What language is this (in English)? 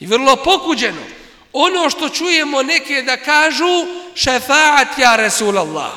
Bosnian